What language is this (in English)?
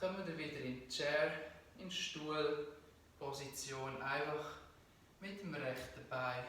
Swiss German